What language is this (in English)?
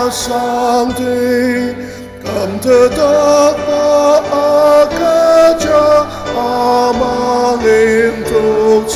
Ao Naga